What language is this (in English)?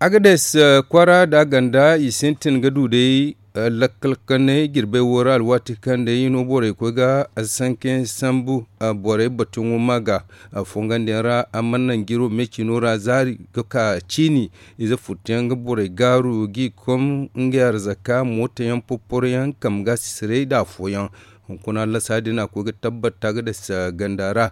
Zarma